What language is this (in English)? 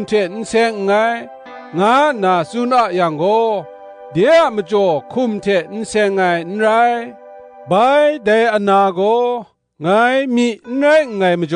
Kachin